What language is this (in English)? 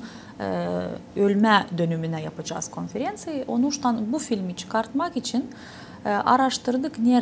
Gagauz